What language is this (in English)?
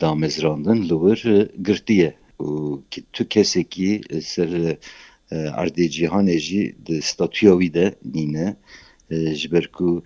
Kurdish